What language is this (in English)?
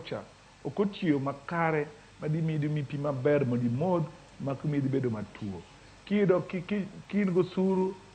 Luo (Kenya and Tanzania)